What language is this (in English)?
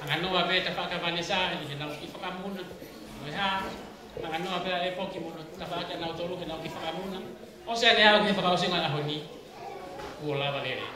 Tongan